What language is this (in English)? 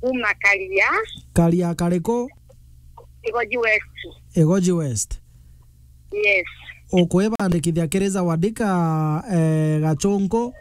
Meru